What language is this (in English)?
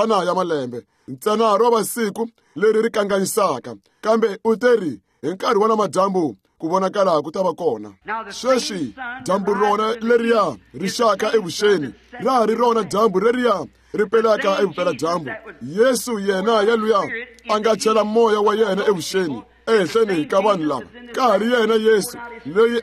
Tsonga